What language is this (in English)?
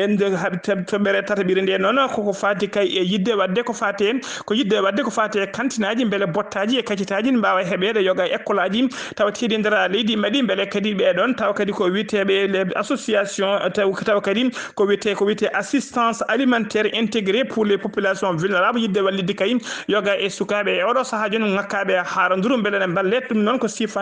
Fula